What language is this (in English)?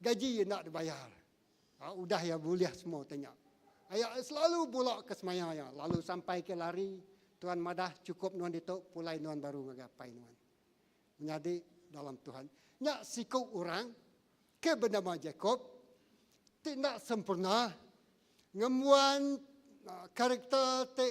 Iban